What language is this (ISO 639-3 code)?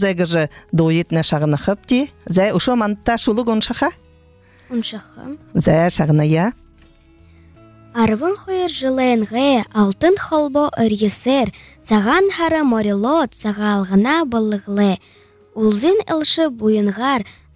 bua